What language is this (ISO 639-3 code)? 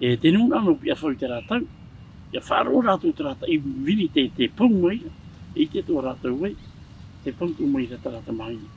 tah